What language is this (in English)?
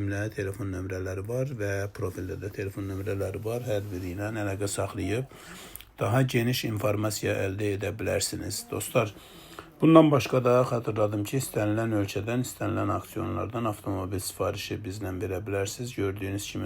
Azerbaijani